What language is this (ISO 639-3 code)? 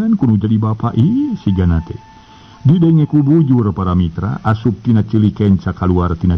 sun